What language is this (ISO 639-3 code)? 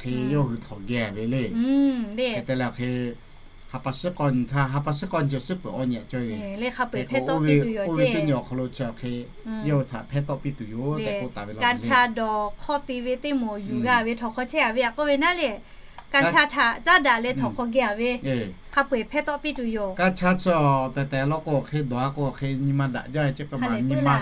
lhu